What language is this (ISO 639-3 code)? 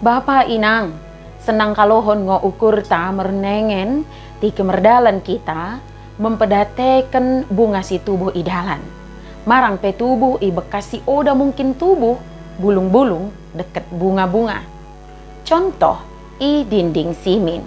btd